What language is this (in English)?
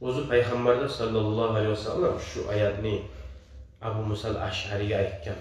Kumyk